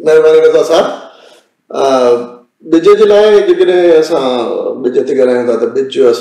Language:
Sindhi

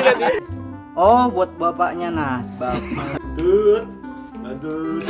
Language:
Betawi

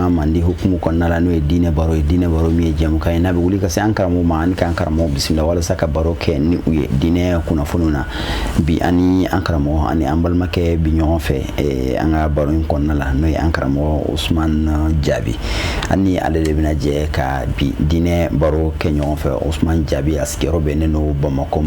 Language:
Bambara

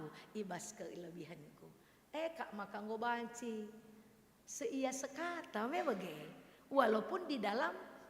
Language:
Batak Karo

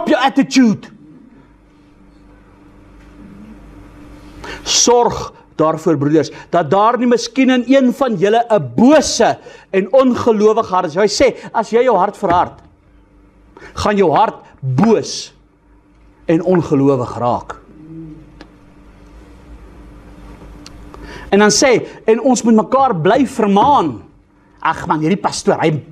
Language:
Afrikaans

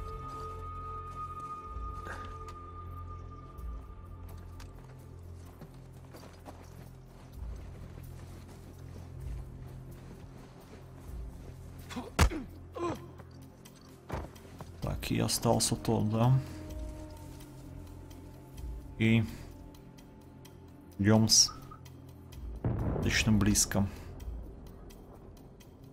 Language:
Russian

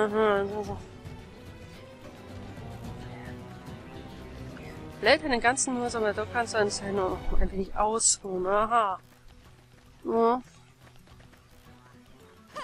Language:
German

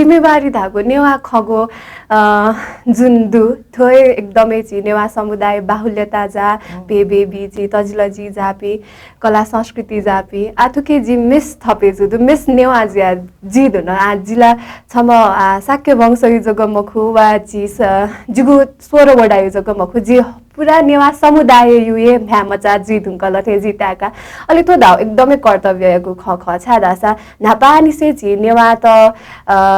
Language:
Newari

